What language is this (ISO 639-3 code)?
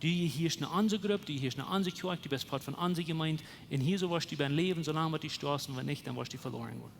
pdt